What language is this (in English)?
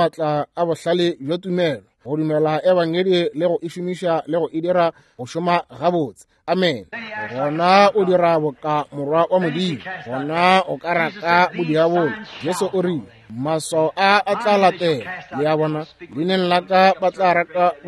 Northern Sotho